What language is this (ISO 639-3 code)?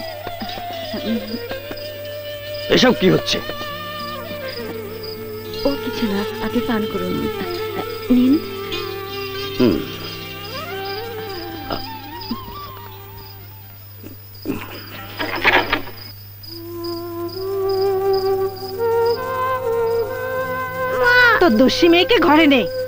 ben